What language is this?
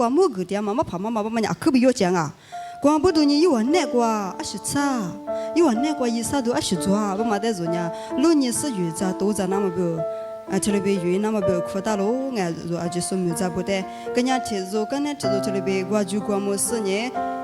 Lisu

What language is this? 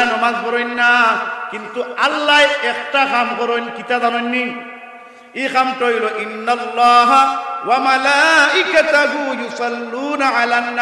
Sylheti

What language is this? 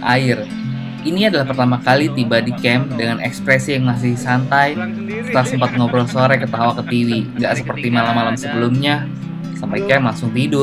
Indonesian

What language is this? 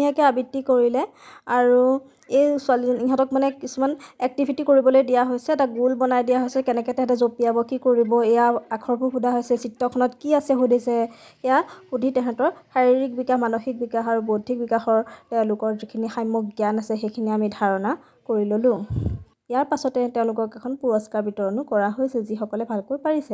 Assamese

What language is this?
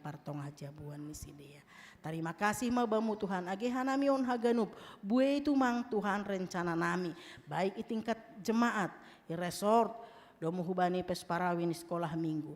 Batak Simalungun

